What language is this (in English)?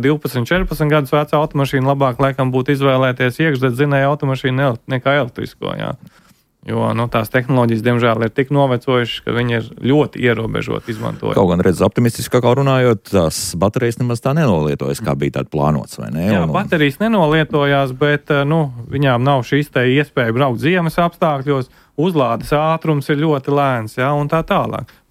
Latvian